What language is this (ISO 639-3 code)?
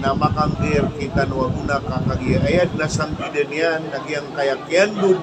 mrw